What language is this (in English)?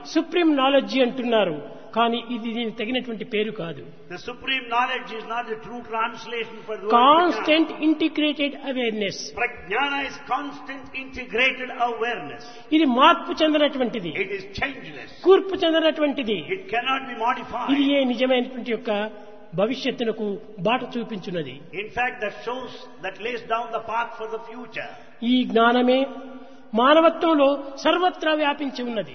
Telugu